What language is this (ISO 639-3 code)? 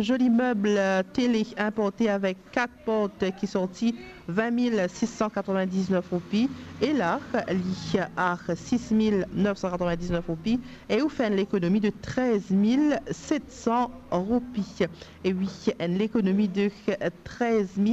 mfe